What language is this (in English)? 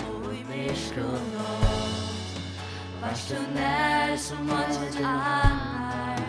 Faroese